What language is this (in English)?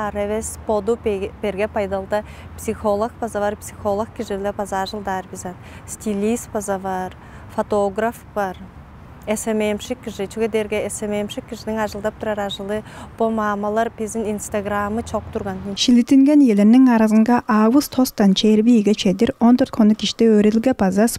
Tuvinian